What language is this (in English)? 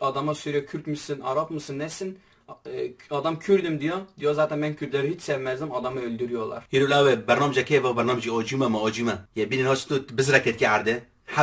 Kurdish